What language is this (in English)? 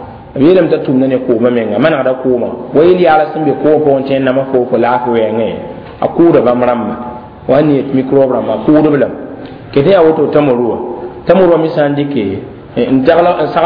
Mossi